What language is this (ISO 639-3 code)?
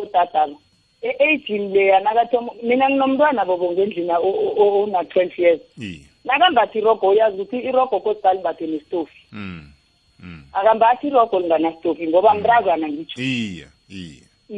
nbl